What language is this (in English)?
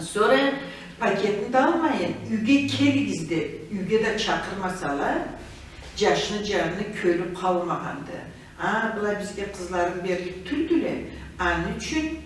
Karachay-Balkar